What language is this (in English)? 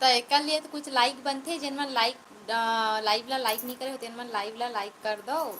Chhattisgarhi